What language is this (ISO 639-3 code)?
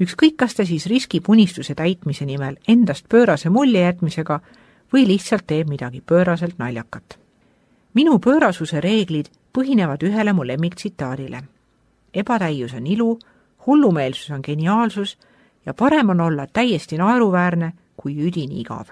est